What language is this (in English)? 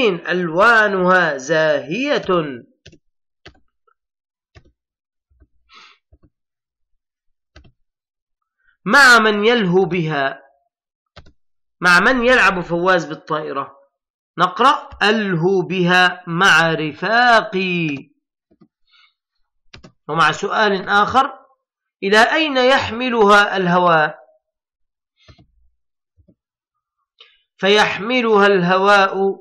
Arabic